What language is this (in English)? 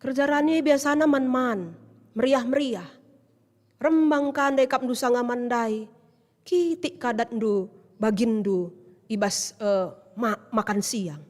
Batak Karo